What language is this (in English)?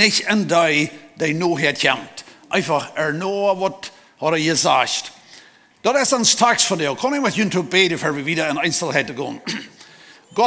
Plautdietsch